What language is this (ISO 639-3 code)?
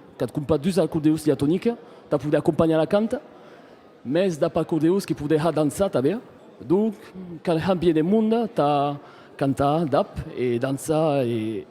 oci